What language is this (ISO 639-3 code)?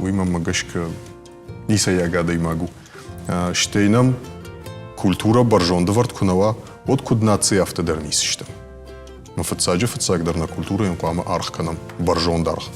oss